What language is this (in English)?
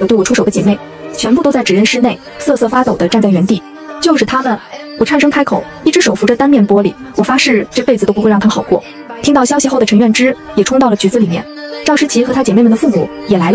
Chinese